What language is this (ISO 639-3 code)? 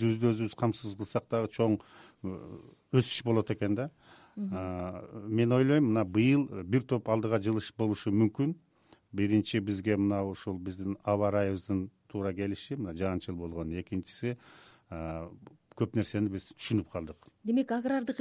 kir